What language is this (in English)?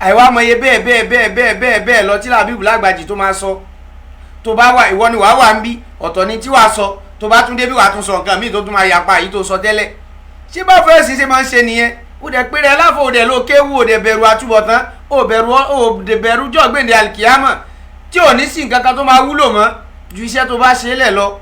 Yoruba